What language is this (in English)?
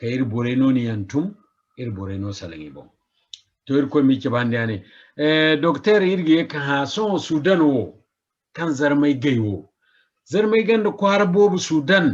Zarma